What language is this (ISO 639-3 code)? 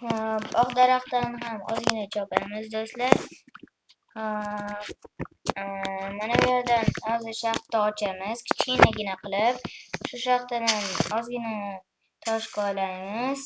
uzb